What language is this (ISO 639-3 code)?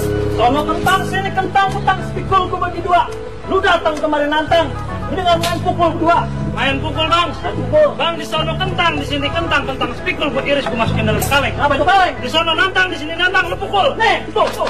bew